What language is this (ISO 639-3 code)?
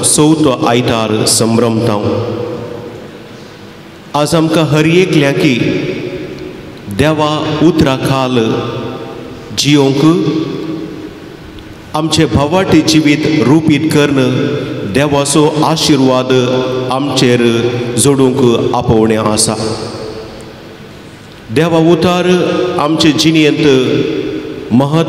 kok